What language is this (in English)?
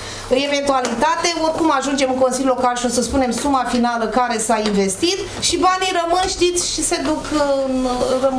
Romanian